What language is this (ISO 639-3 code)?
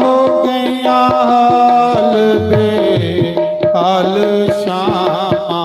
doi